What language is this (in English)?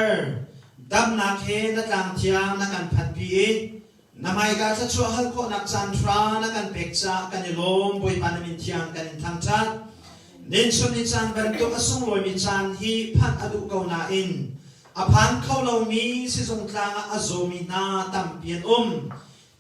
Hakha Chin